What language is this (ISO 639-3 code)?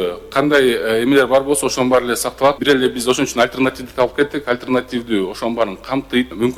kir